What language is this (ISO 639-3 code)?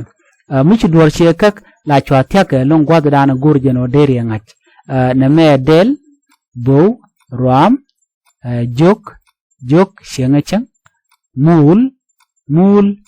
nus